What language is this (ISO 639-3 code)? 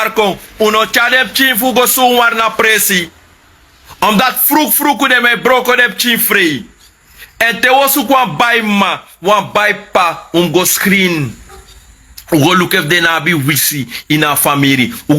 srn